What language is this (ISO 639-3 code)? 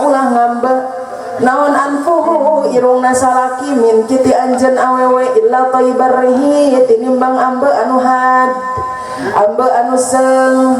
sun